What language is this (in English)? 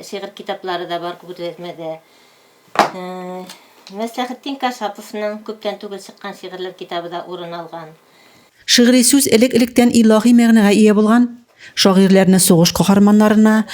Tatar